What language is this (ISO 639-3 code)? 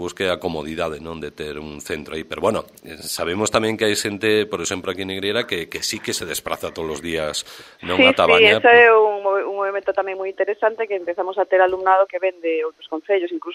glg